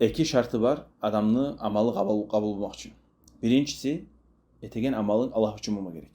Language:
Kumyk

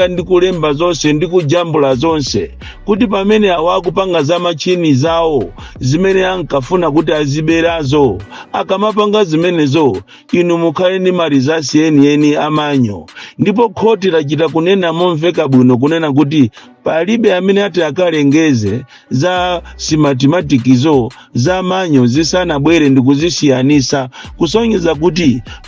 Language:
Nyanja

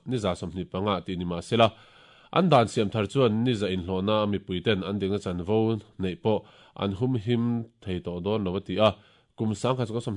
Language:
Mizo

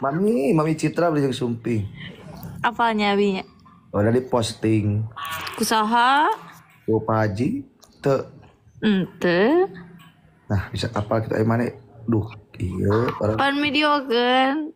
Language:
Sundanese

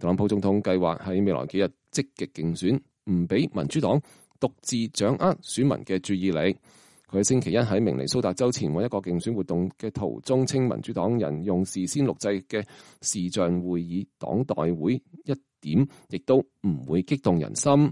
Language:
Cantonese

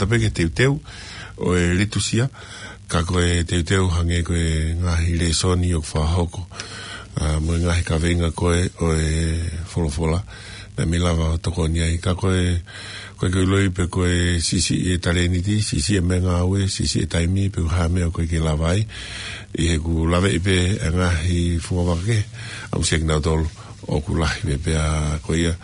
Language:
Tongan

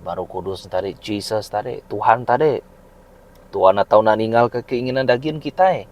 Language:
Iban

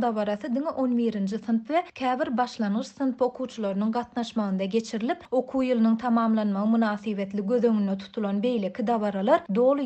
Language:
Turkmen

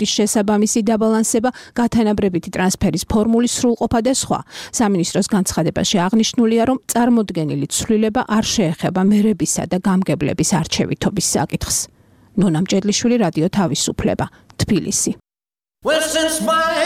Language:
Georgian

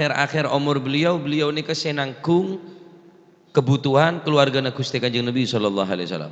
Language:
Madurese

